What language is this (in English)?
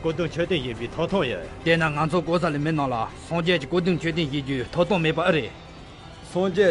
Tibetan